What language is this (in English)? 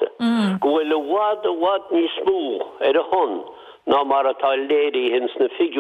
Irish